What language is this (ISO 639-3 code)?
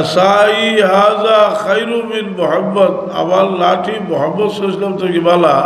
syl